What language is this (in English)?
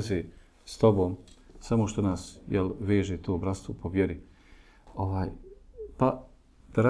Bosnian